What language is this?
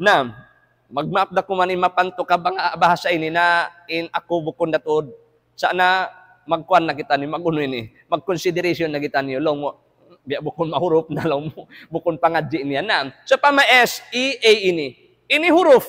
Tausug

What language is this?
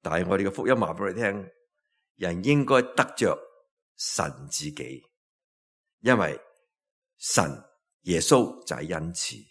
Cantonese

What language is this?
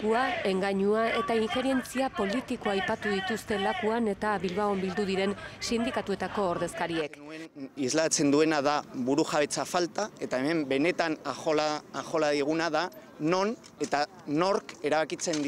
Basque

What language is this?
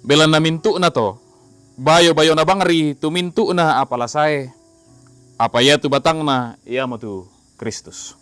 Toraja-Sa'dan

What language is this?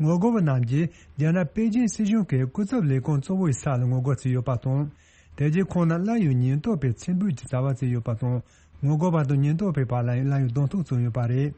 Tibetan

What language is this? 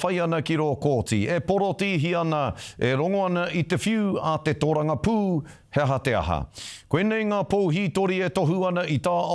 Māori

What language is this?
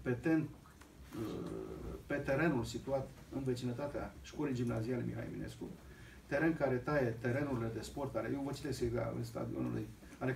Romanian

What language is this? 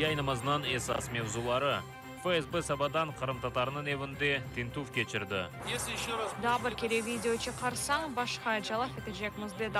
Crimean Tatar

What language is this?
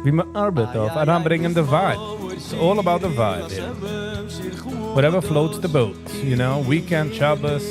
Yiddish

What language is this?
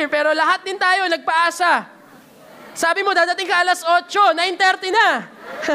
Filipino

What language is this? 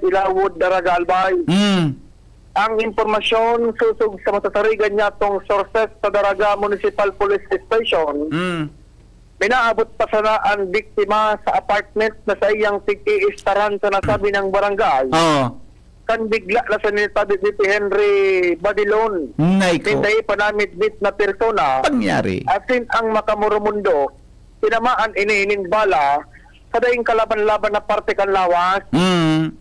Bikol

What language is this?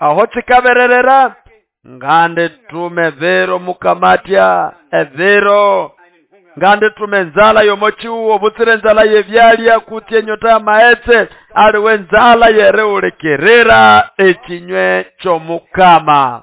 Nande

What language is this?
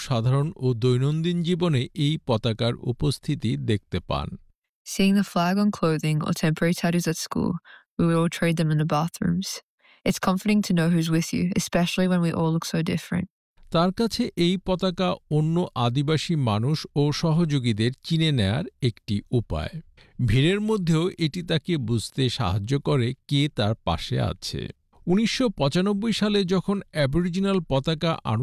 Bangla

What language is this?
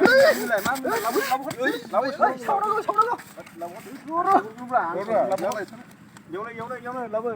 Bodo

